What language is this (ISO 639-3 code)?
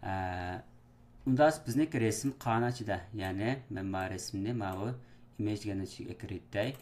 uig